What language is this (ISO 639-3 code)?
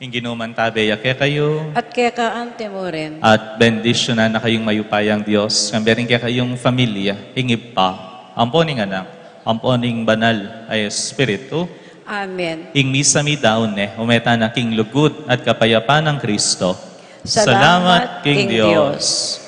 pam